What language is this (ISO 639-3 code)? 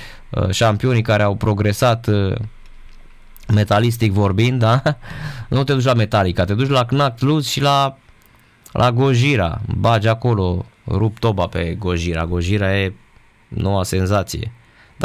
ron